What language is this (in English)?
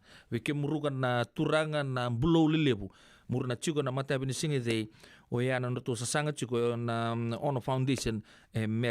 Fijian